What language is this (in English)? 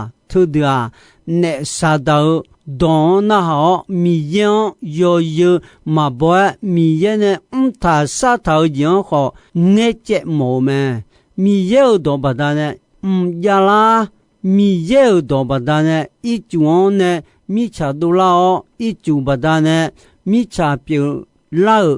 Akha